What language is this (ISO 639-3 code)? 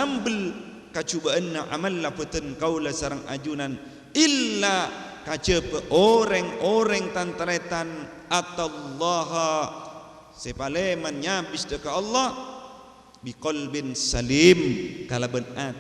mad